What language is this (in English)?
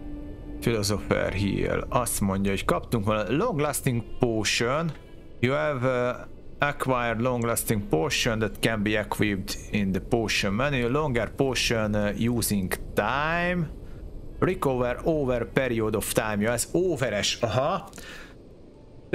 Hungarian